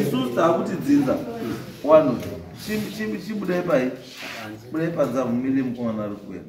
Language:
Shona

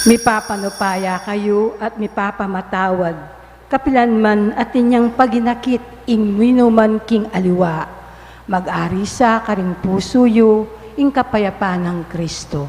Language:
Pampanga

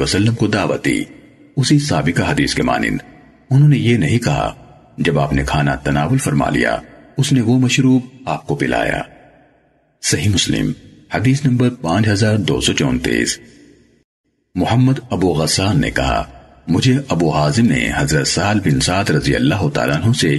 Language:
Urdu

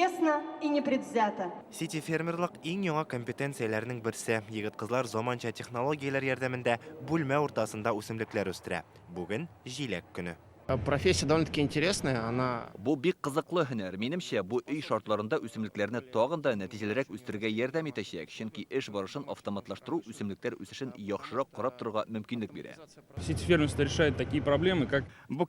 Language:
Tatar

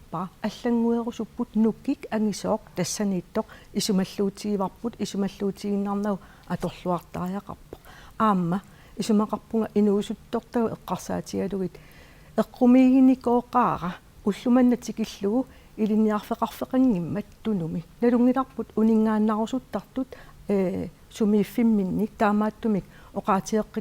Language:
Kalaallisut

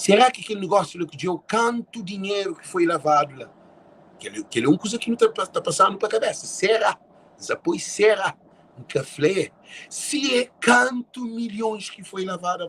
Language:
Kabuverdianu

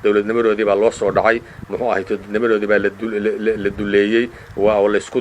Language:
Somali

